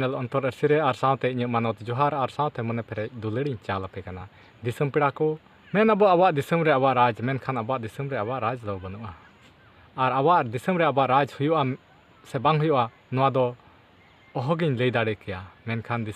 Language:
Santali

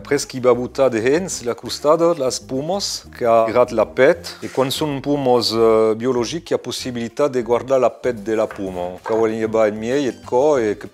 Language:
Occitan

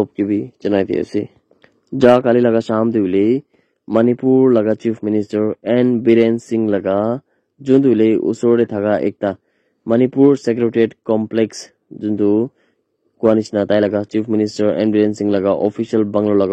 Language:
Naga Pidgin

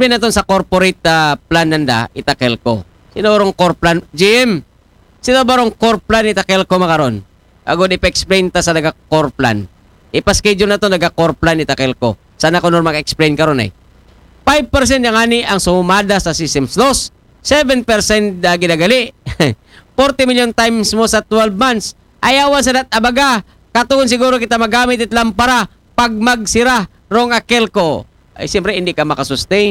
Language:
Aklanon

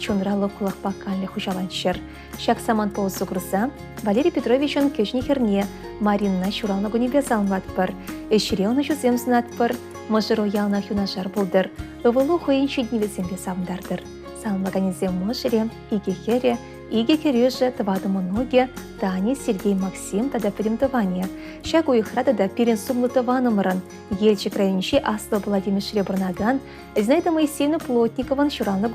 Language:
Chuvash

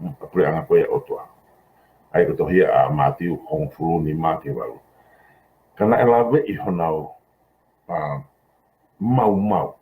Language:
Tongan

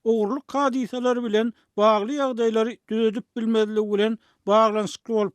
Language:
Turkmen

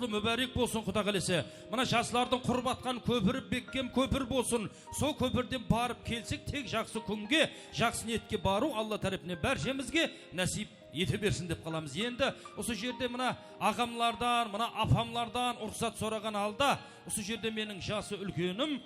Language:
Kara-Kalpak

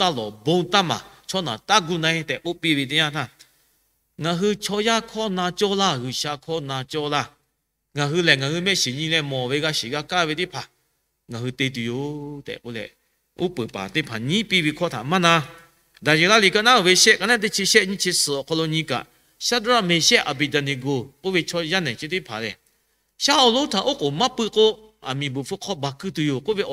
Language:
Lahu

